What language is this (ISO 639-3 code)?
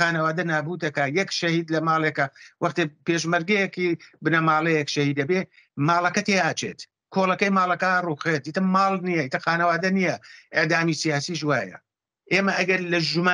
ckb